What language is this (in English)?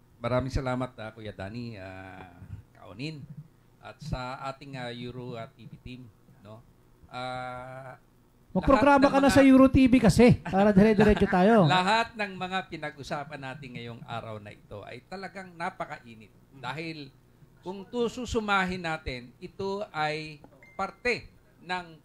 Filipino